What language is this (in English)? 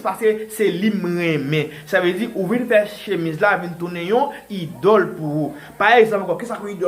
Haitian Creole